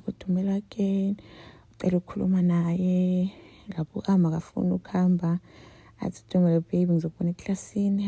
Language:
Zulu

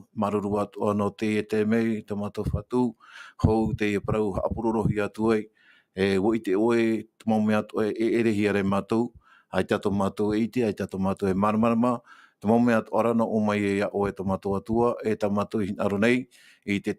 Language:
Tahitian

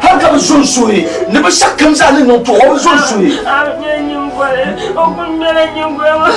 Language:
Dagbani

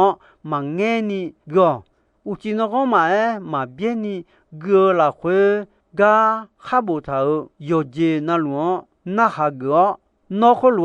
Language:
Akha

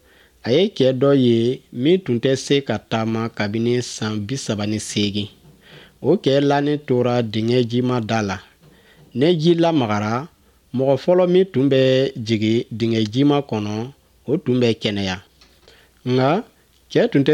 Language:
Bambara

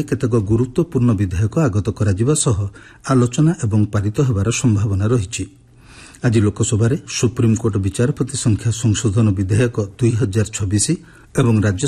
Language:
Odia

